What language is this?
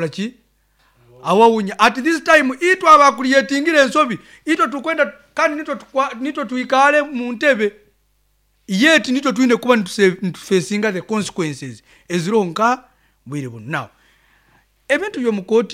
Nyankole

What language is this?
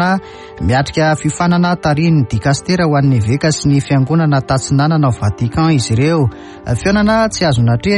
Malagasy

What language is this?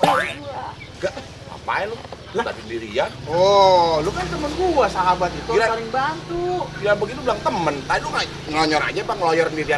Betawi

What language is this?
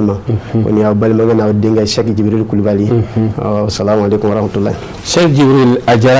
Bambara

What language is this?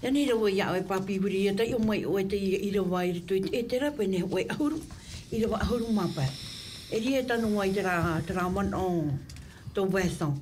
Tahitian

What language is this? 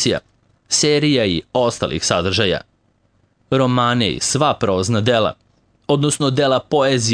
Serbian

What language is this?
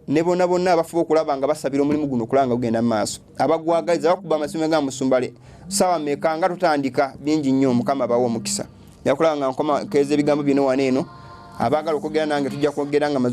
Ganda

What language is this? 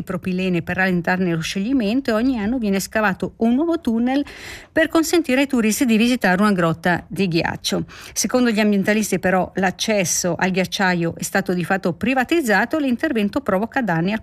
Italian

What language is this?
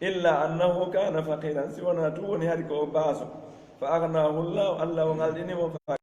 Pular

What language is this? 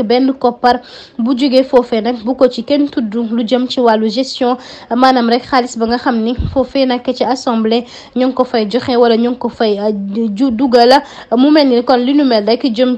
Wolof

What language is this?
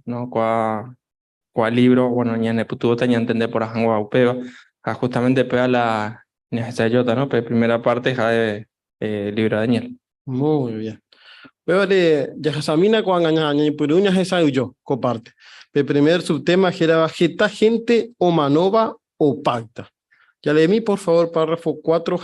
Guarani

